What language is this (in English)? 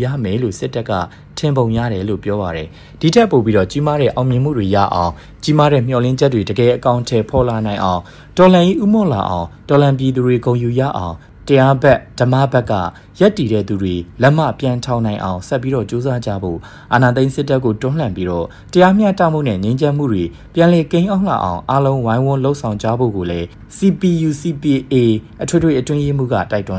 Burmese